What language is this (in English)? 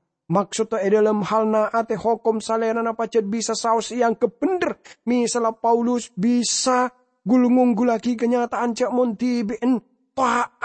Madurese